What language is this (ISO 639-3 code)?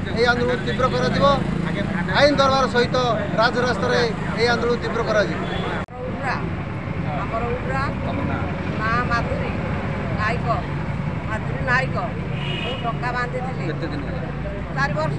ori